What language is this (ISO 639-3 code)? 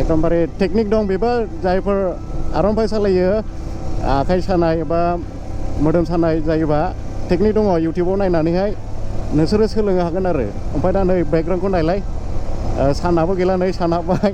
brx